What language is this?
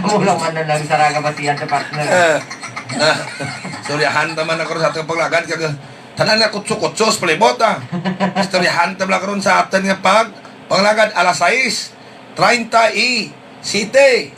Hiligaynon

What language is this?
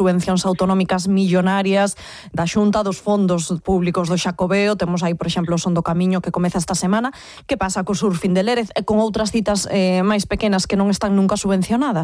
Galician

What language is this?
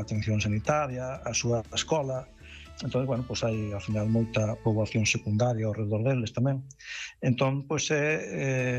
Galician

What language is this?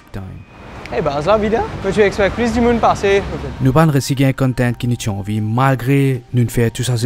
Morisyen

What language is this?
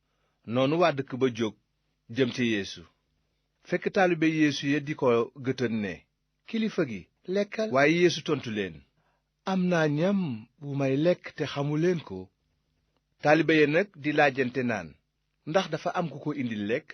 Wolof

